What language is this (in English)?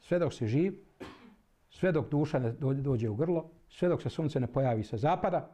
Bosnian